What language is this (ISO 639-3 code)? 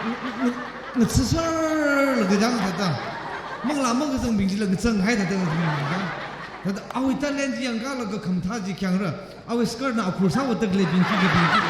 nmf